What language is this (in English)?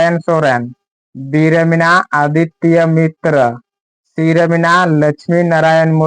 Santali